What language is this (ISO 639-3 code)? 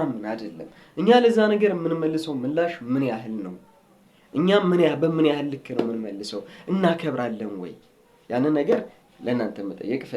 amh